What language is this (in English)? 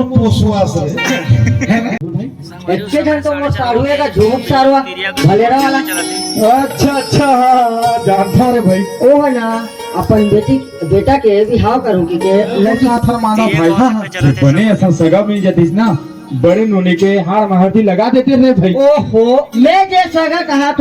Chhattisgarhi